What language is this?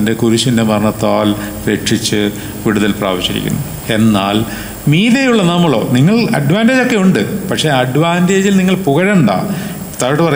Malayalam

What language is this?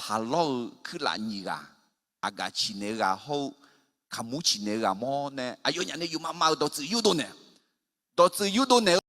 Akha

